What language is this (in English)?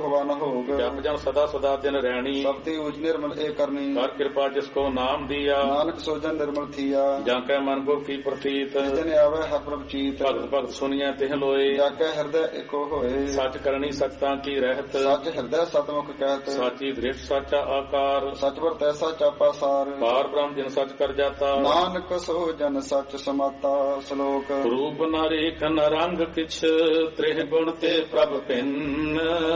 Punjabi